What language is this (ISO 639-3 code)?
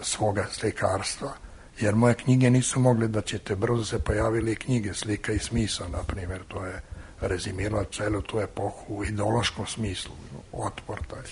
srp